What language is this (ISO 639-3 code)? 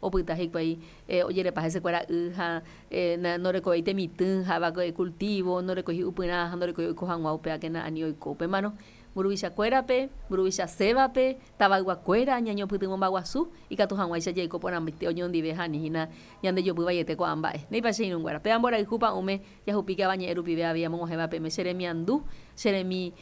grn